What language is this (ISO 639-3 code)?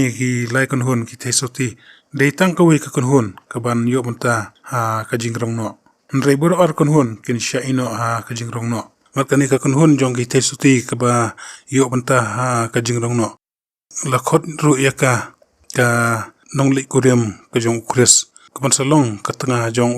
kha